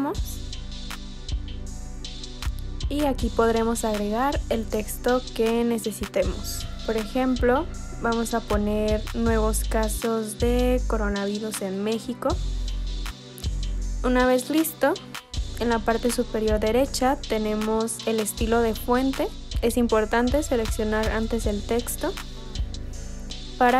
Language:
Spanish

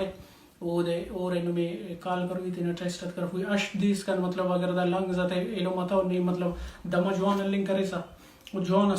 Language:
Brahui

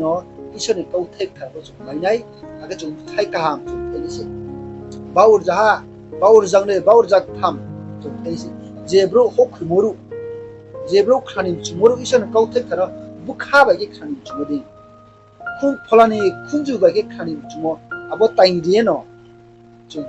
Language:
Riang (India)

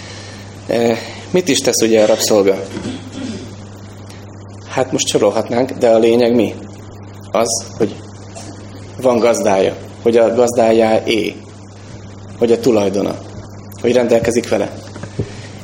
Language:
Hungarian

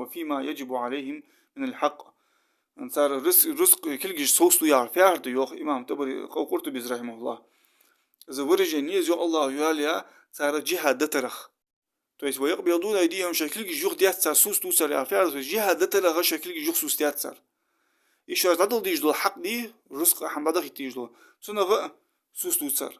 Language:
Ingush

